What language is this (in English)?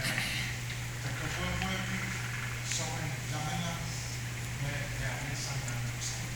Pohnpeian